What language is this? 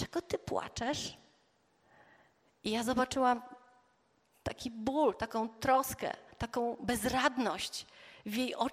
Polish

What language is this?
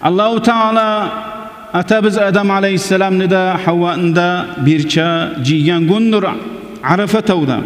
Kumyk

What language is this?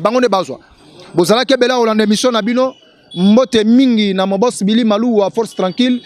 Lingala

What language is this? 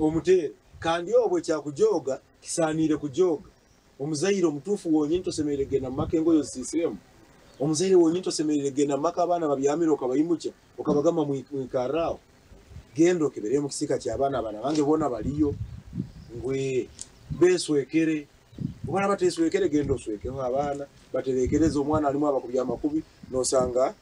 Nyankole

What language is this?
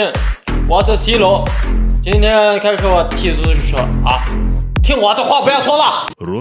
Uyghur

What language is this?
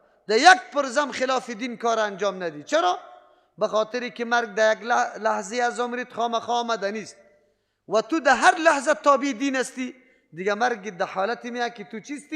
Persian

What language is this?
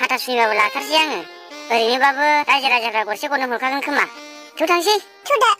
Bodo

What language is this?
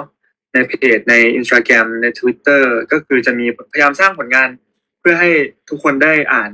Thai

